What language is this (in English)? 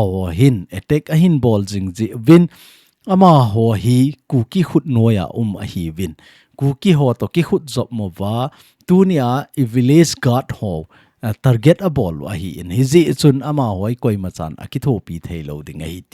Thado Chin